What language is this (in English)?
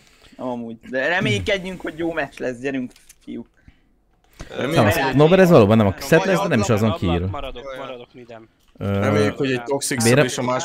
Hungarian